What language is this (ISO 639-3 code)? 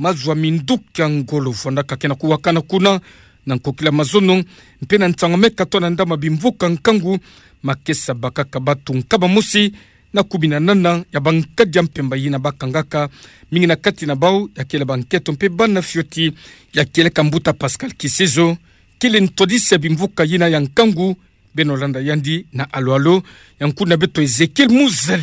ktu